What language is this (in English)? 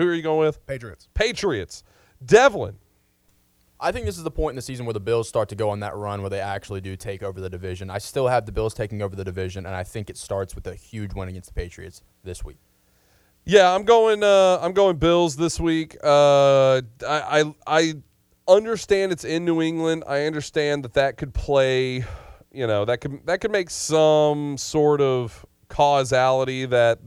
English